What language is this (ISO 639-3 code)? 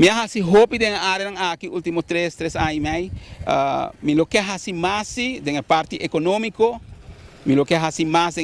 pap